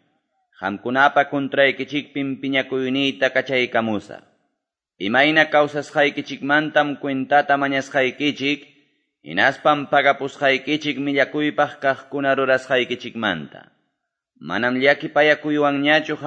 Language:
Quechua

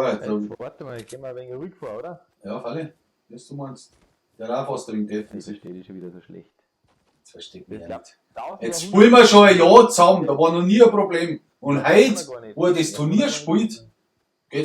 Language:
Bavarian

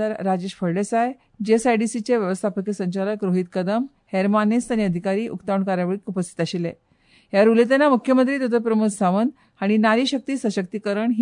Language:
Konkani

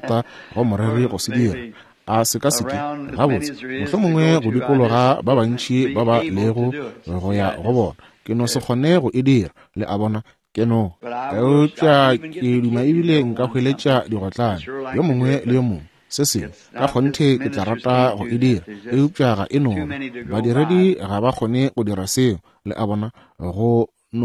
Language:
Northern Sotho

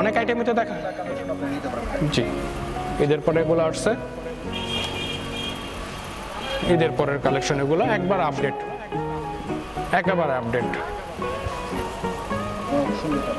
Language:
Bangla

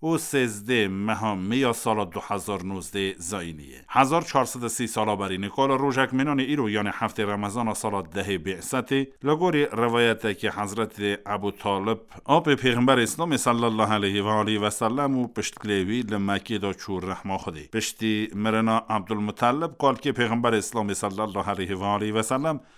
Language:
Kurdish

